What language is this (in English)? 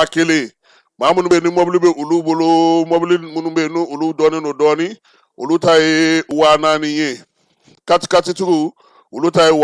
Bambara